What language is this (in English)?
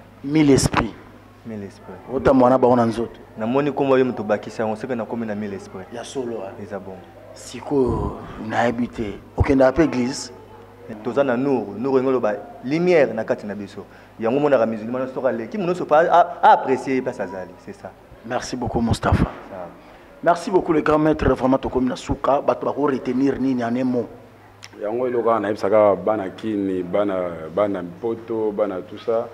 Lingala